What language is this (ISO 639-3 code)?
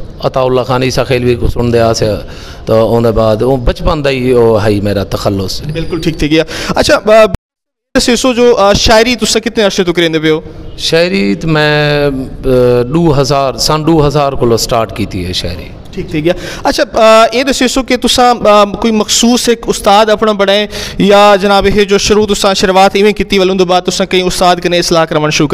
skr